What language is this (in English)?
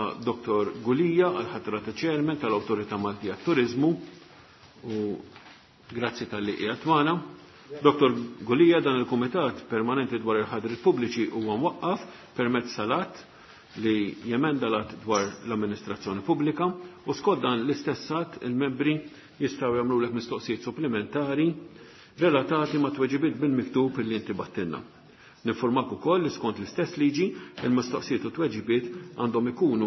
Maltese